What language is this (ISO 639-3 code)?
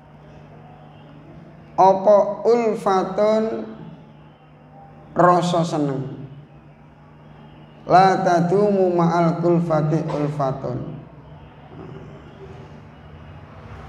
jav